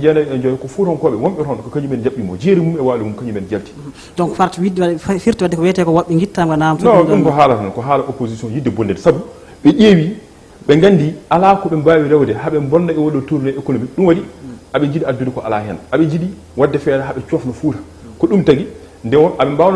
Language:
Fula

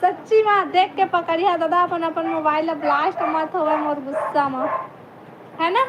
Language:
Chhattisgarhi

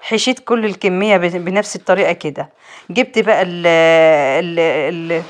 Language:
Egyptian Arabic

